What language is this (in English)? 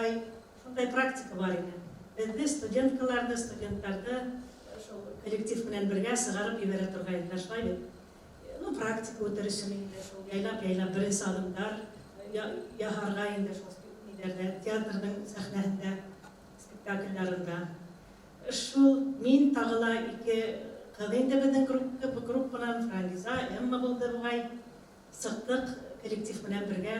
Bashkir